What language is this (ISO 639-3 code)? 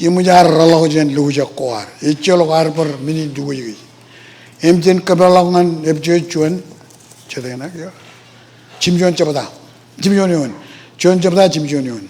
mah